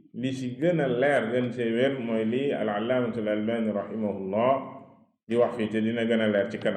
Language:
Wolof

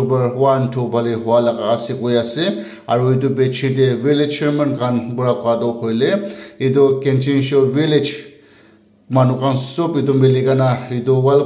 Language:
Naga Pidgin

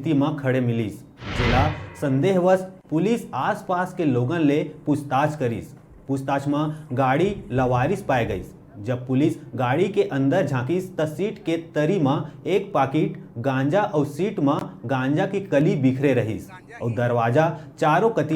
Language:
Chhattisgarhi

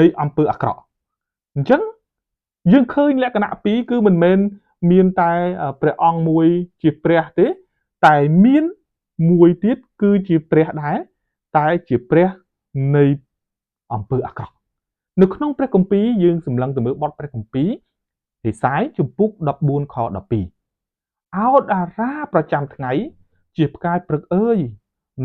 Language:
Khmer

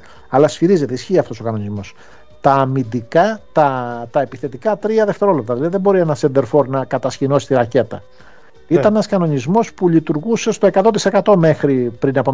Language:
Greek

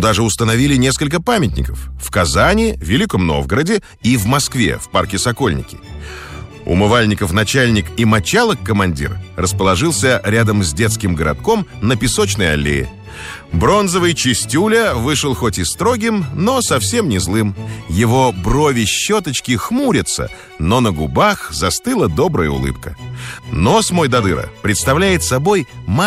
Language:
Russian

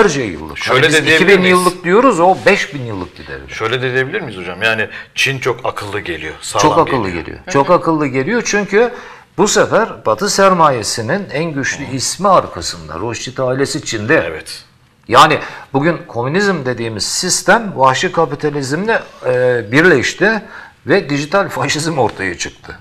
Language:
Turkish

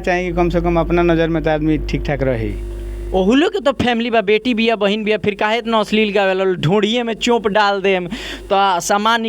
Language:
Bhojpuri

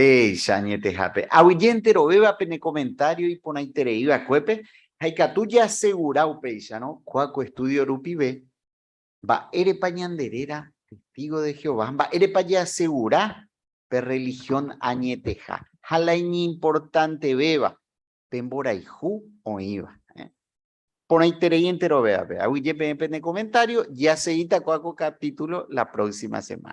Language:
Guarani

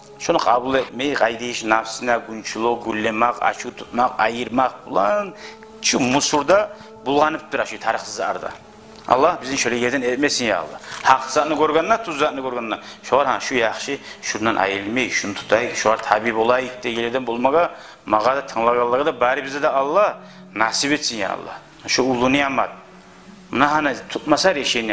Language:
Kumyk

